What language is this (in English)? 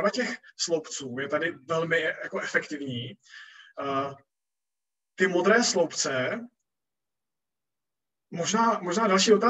Czech